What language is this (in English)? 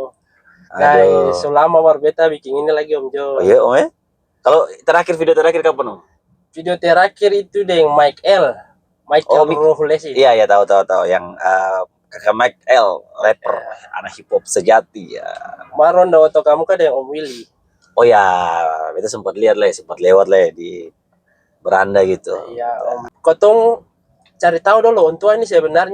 Ambonese Malay